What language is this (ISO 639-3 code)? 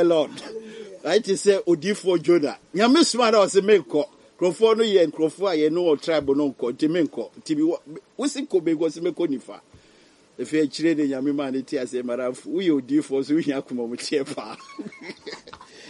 aka